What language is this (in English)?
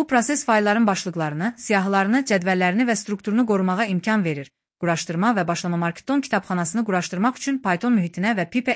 Azerbaijani